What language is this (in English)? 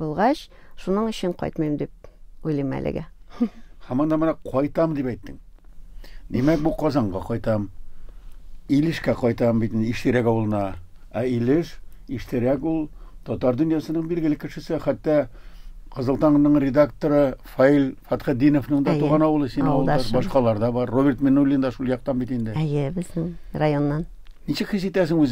Tatar